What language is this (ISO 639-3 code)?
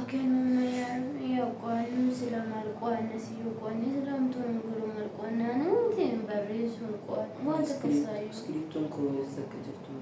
orm